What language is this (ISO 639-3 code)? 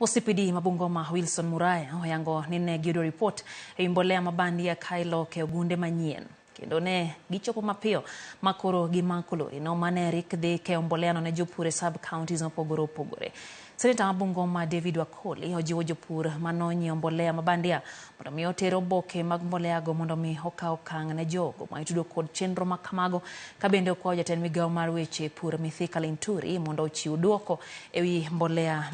luo